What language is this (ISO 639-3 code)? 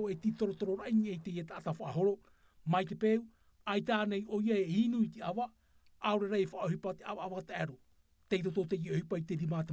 tah